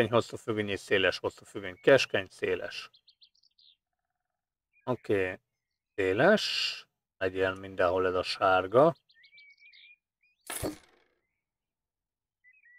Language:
Hungarian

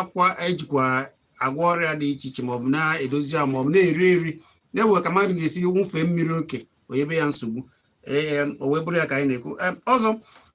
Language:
Igbo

